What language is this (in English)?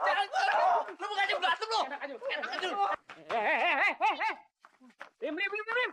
Betawi